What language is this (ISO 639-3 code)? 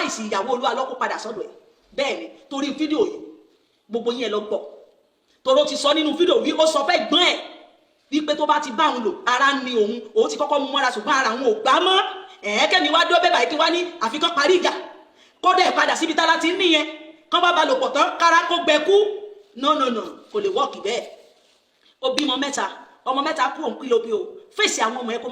yor